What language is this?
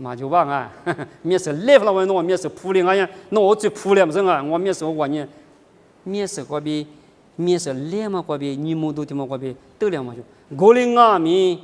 Lisu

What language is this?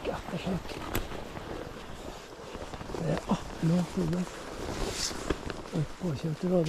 Norwegian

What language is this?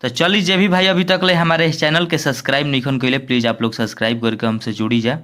Bhojpuri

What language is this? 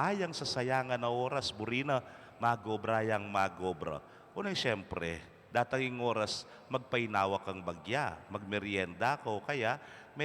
Pampanga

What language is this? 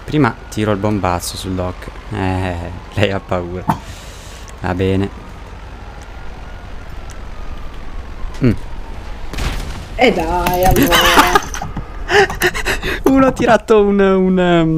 Italian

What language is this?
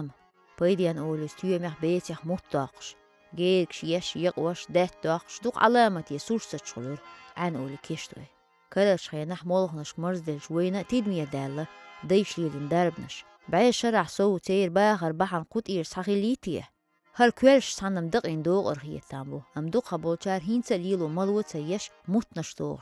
Chechen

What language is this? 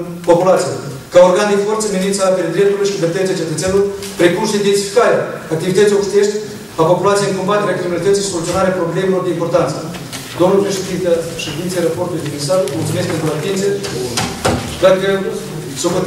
Romanian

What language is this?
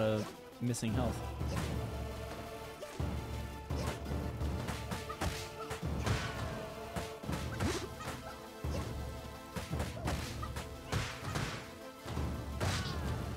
English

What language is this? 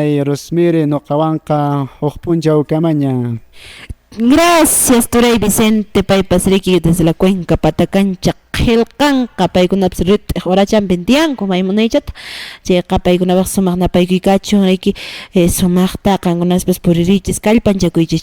Quechua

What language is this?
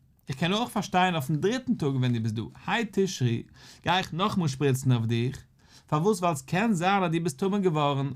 Yiddish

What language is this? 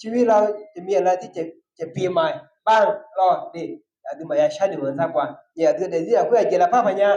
Akha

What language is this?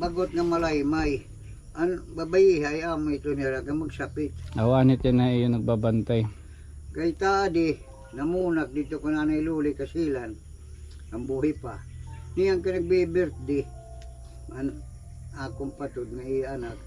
Waray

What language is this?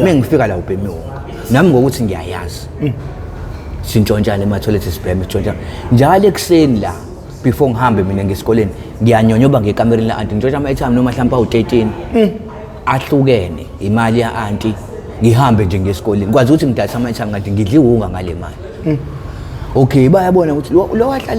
Zulu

